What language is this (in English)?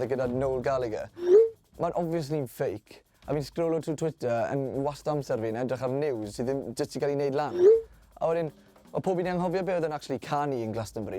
Welsh